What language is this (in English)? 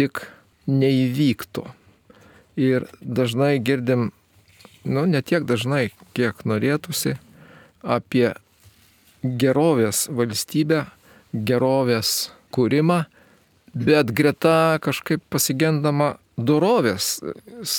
Lithuanian